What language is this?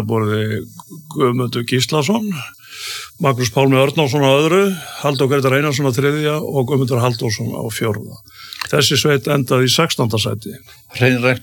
Icelandic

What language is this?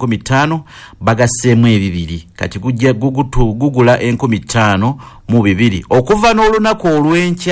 Ganda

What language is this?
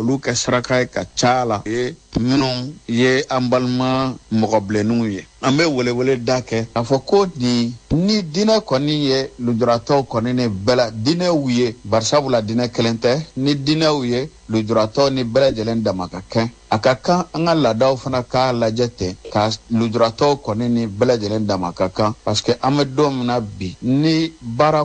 Bambara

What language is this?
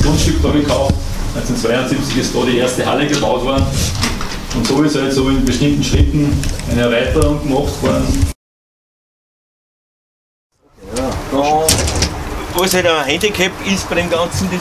German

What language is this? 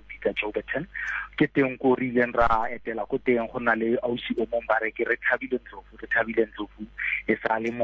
Southern Sotho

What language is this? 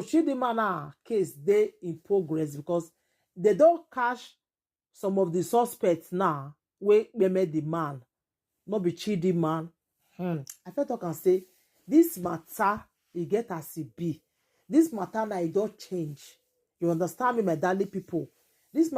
Nigerian Pidgin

